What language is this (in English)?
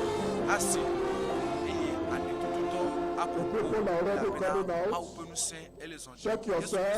Ewe